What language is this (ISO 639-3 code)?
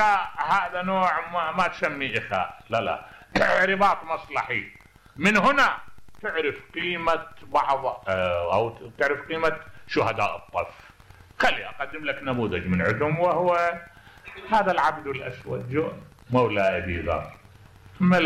acm